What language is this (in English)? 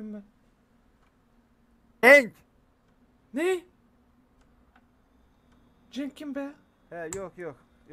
Turkish